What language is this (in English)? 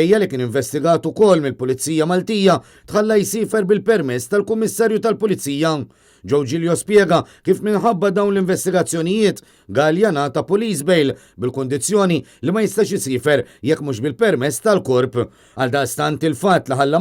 Maltese